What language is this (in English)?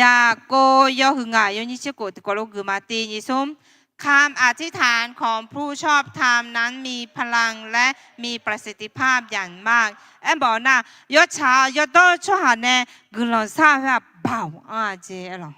Akha